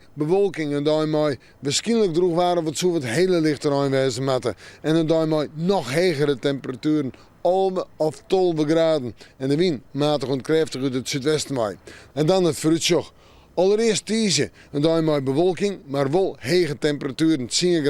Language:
Western Frisian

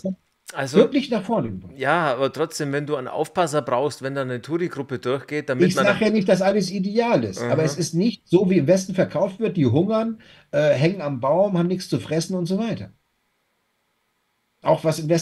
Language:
German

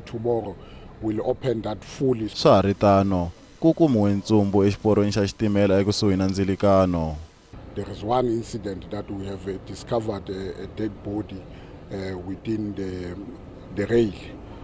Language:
Tsonga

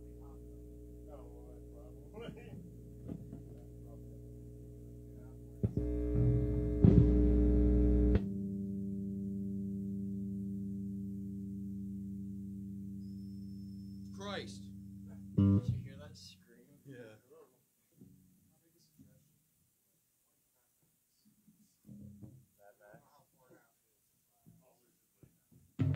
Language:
English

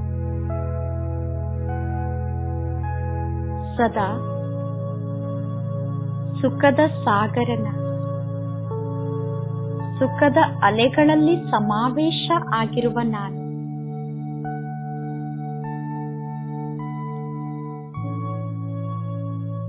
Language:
Kannada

